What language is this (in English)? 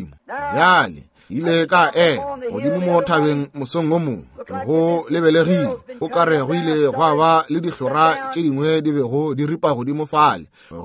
Northern Sotho